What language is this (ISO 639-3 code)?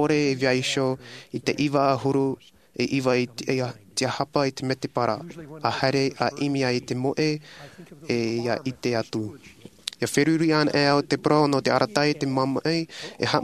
tah